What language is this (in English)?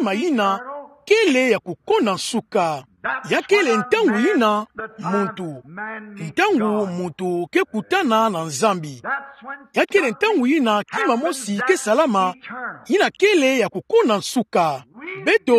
Kituba (Democratic Republic of Congo)